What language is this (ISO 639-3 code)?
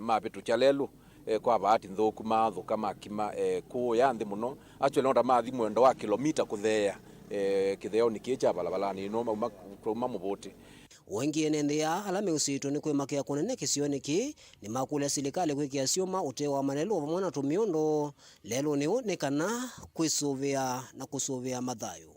kam